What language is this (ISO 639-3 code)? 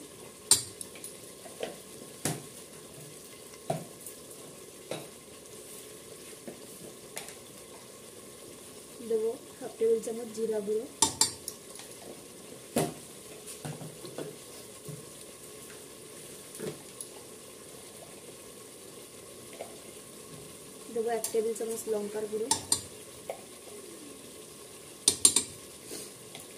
ben